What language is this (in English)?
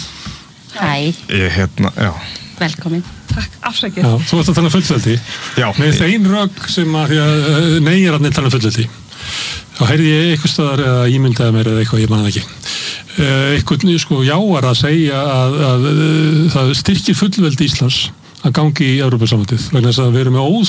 Icelandic